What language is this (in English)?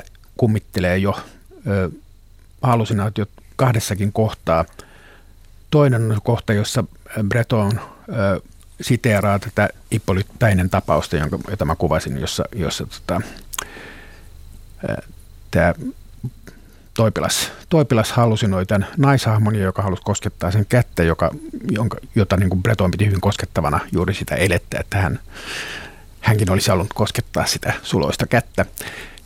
Finnish